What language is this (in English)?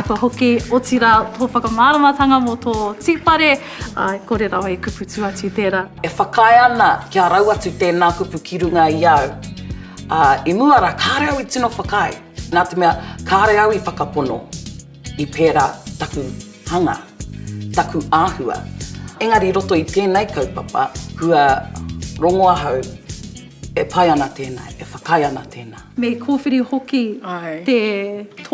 Māori